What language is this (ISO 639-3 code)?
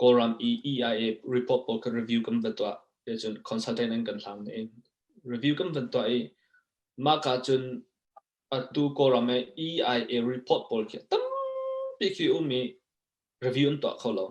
cnh